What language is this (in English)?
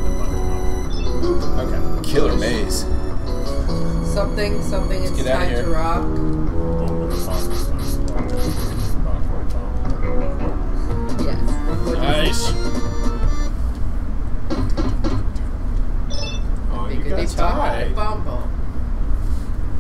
English